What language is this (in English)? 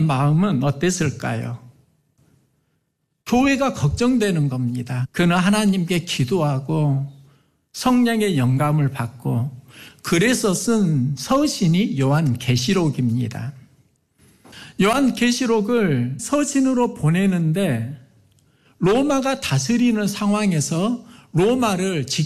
Korean